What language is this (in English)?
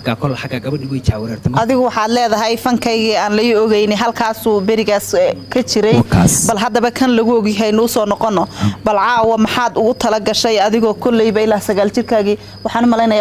Somali